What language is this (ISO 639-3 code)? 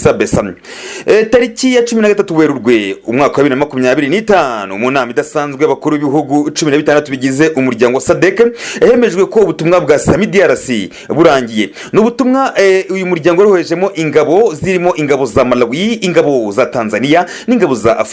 kin